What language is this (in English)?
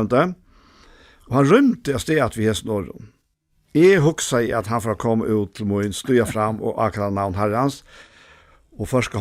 Faroese